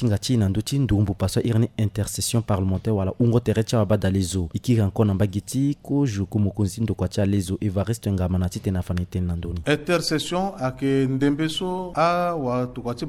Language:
Sango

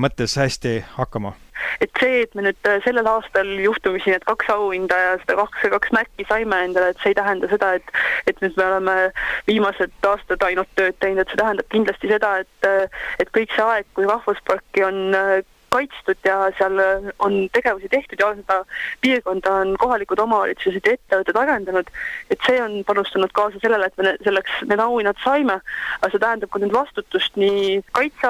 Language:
Estonian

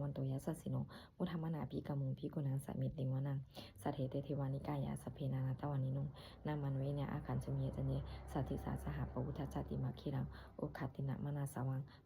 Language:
Pali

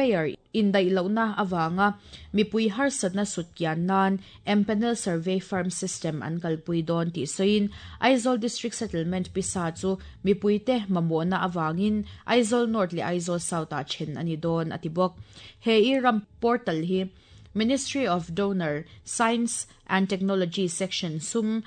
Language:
Mizo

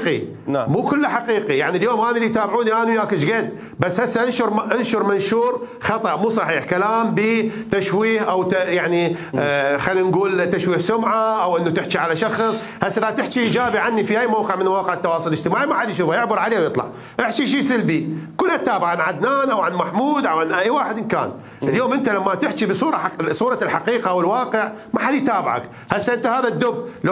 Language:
Mesopotamian Arabic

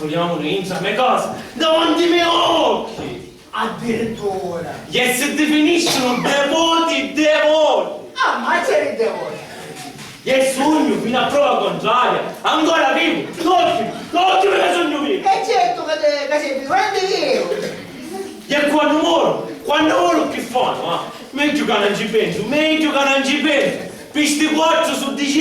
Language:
Sicilian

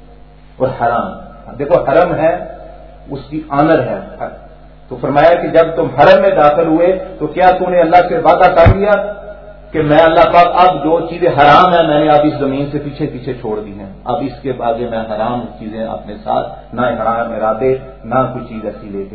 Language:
Urdu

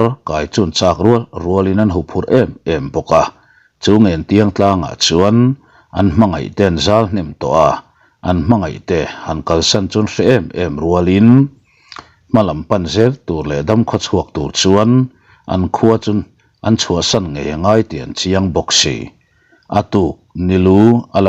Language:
Mizo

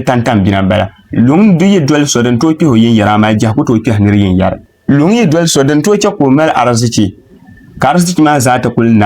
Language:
Dagbani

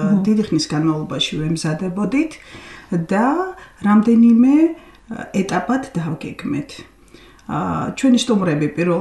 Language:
Georgian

